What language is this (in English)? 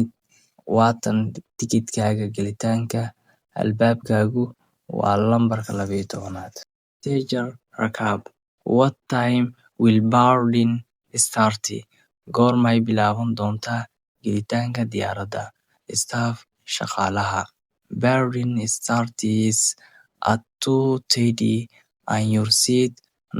Somali